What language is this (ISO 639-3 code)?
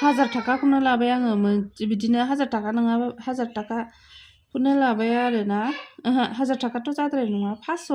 brx